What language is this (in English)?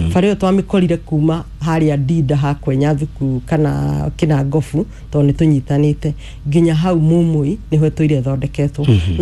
Kikuyu